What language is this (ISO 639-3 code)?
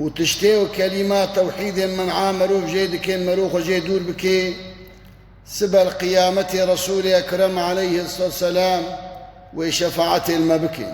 kur